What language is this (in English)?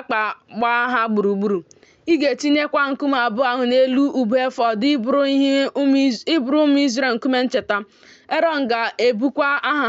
Igbo